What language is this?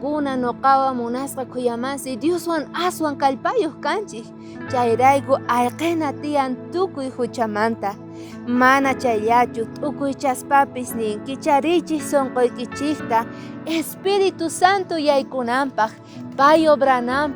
South Bolivian Quechua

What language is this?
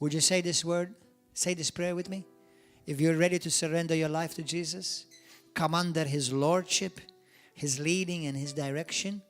English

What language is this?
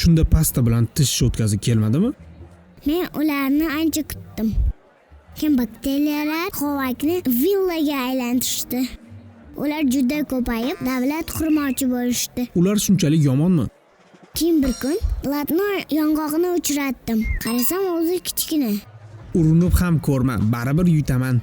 Uzbek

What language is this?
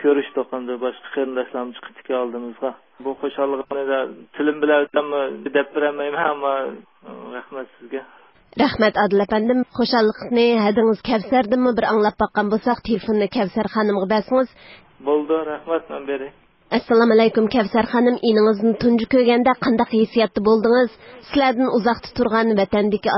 Uyghur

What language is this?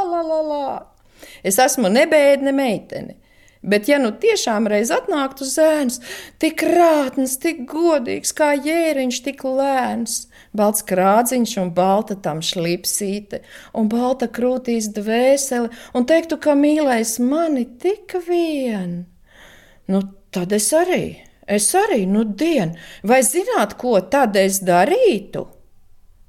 Latvian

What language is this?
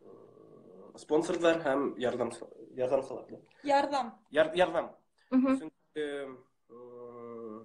Bashkir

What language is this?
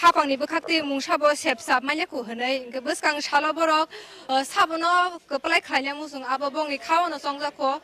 Kok Borok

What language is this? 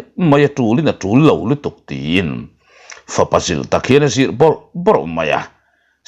Mizo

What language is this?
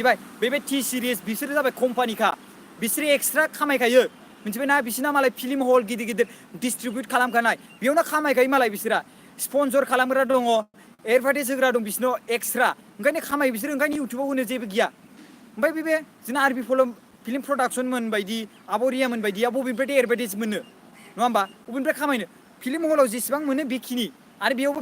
Bodo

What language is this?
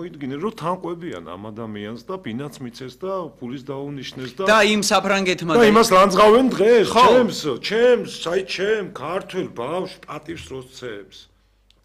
Georgian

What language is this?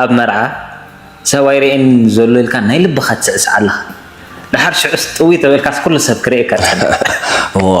Tigrinya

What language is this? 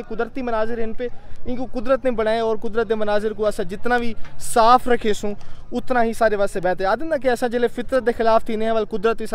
Saraiki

